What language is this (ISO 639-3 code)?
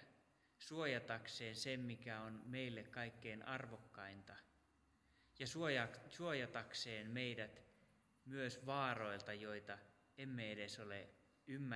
fin